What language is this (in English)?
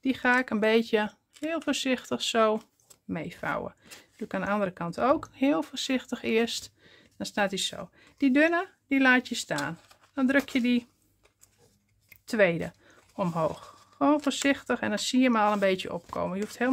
Dutch